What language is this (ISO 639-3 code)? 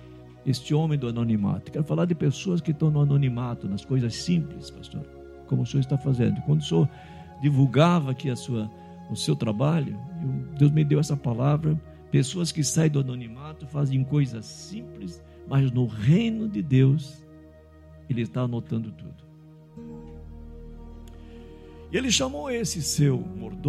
por